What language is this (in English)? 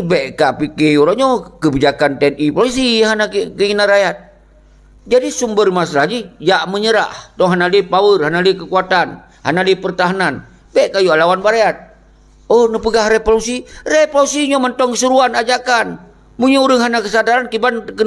Achinese